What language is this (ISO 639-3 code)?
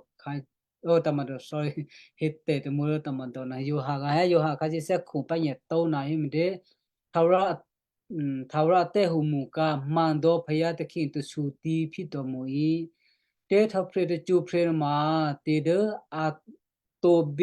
kyu